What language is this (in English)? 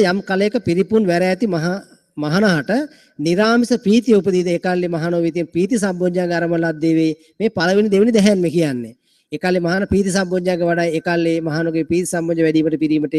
Sinhala